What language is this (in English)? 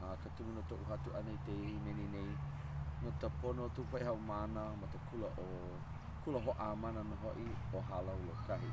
Hawaiian